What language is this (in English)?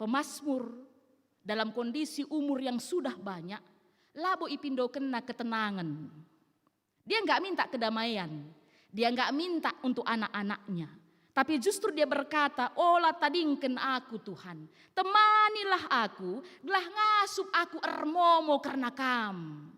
Batak Karo